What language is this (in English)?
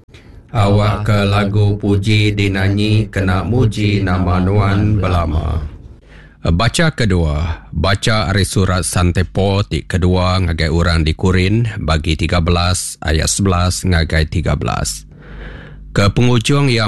Iban